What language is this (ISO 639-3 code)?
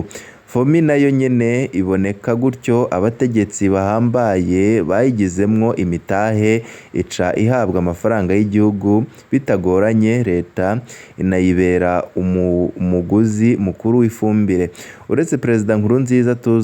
run